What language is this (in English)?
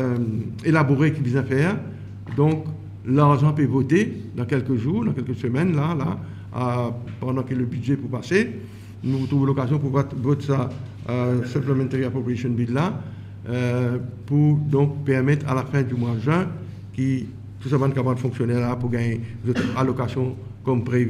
Morisyen